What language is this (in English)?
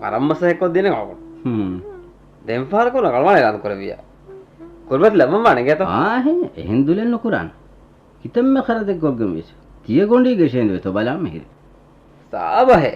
Divehi